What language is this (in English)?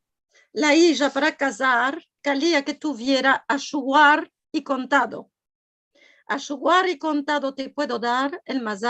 Ladino